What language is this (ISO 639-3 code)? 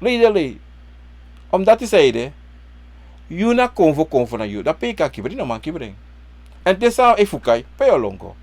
srn